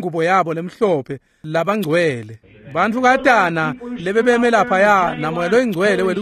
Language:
Swati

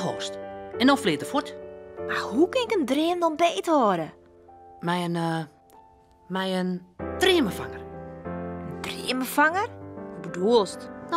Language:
Western Frisian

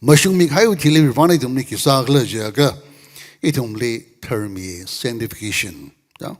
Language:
Tangkhul Naga (India)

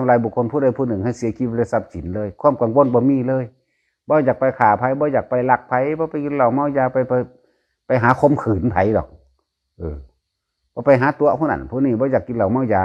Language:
Northeastern Thai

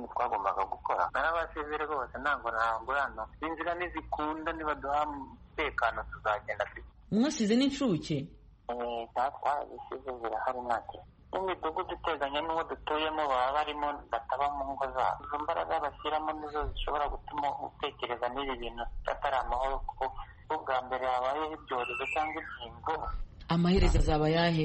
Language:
Kinyarwanda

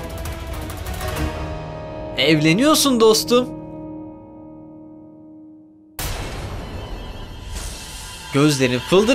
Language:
Turkish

